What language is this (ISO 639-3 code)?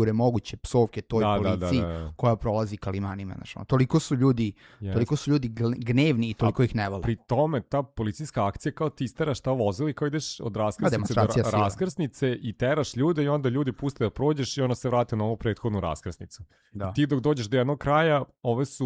srp